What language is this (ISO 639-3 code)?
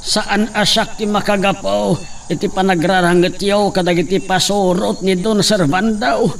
ilo